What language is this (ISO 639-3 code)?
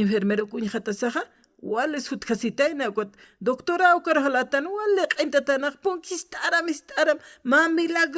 aym